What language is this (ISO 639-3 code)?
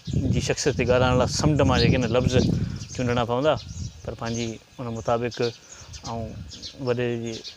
snd